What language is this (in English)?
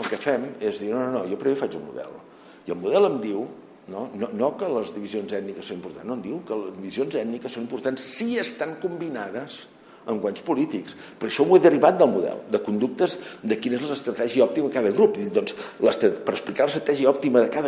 Catalan